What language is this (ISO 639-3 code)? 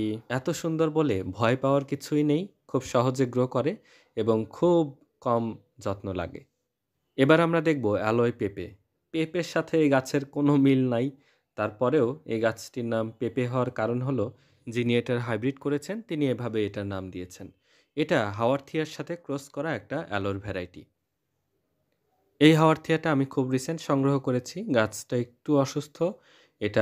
ben